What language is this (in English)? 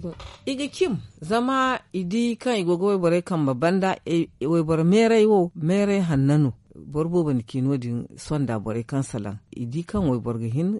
Zarma